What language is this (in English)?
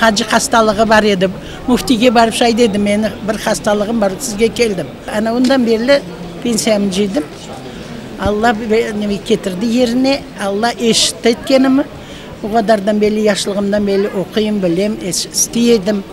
Crimean Tatar